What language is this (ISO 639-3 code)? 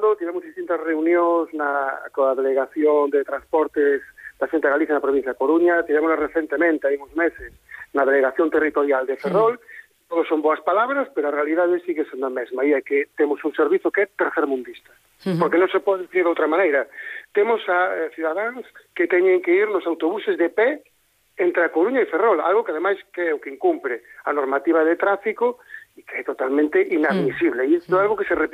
glg